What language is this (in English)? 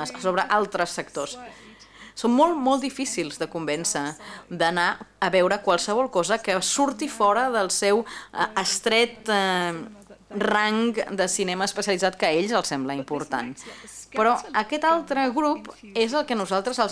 Catalan